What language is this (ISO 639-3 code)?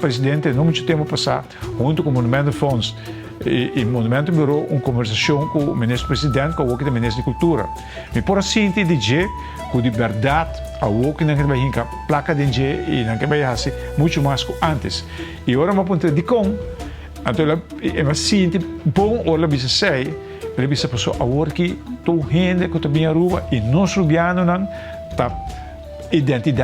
pap